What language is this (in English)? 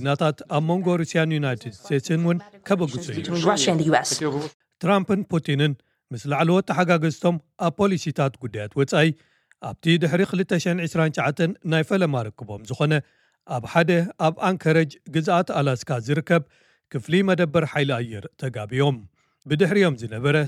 Tigrinya